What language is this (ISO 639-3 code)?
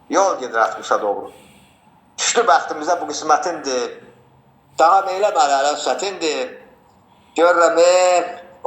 aze